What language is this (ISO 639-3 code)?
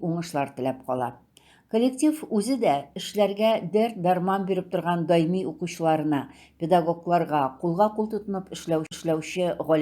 tat